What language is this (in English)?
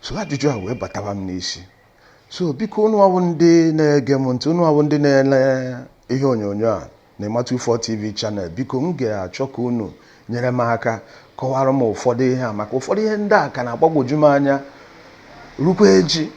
Igbo